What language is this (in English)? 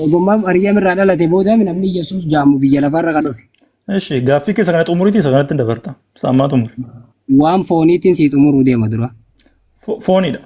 Oromo